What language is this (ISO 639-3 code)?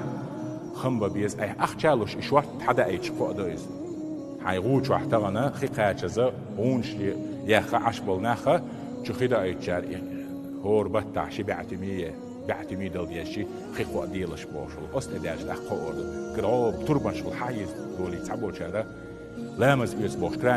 che